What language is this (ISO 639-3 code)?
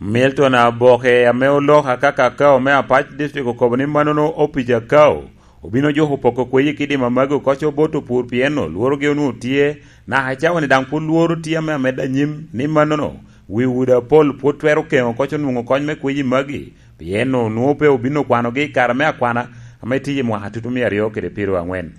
laj